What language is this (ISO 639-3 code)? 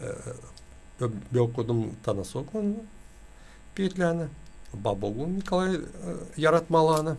gag